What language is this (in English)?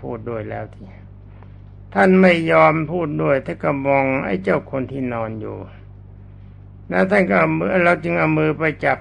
Thai